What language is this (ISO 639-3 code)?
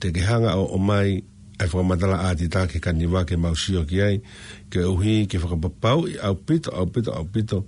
ton